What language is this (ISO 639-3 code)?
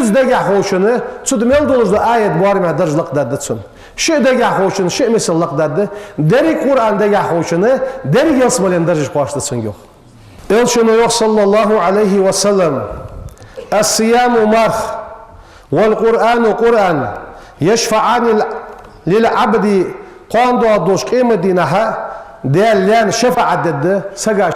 inh